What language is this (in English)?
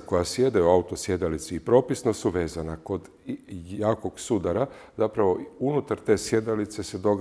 Croatian